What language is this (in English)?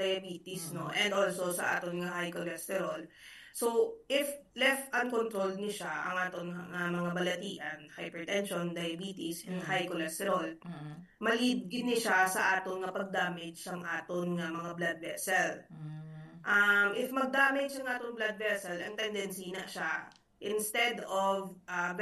Hiligaynon